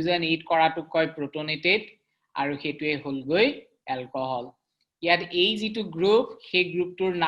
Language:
Assamese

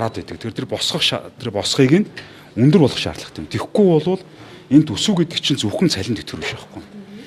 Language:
Mongolian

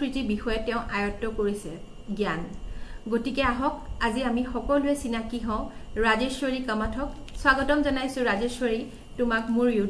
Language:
Assamese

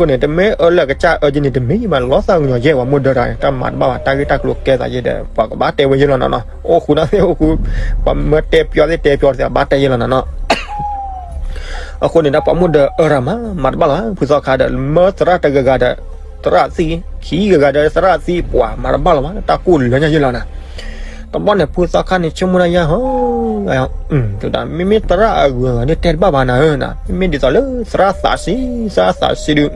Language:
S'gaw Karen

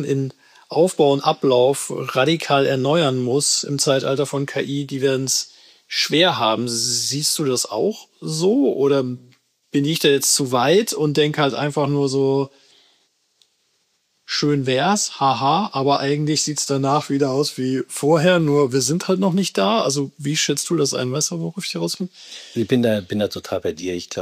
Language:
German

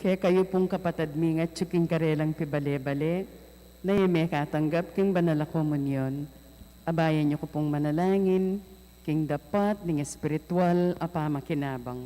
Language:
Pampanga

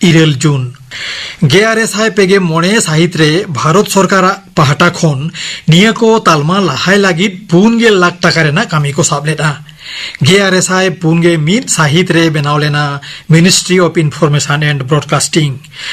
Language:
Santali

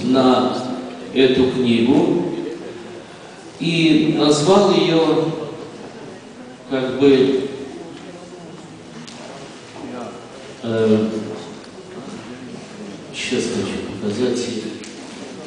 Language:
Russian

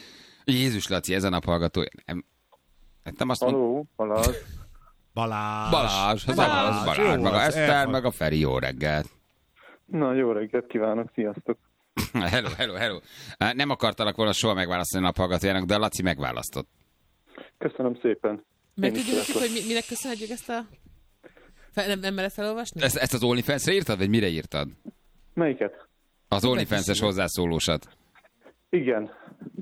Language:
Hungarian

